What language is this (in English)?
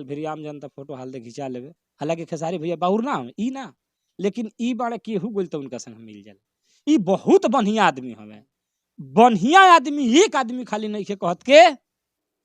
Bhojpuri